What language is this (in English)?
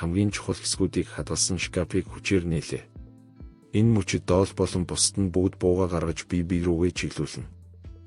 Mongolian